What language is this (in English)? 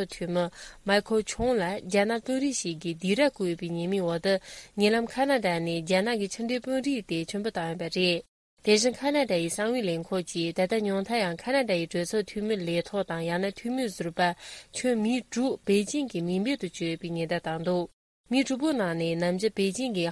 Tibetan